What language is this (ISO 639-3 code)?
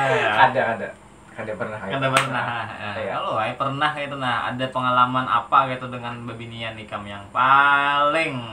bjn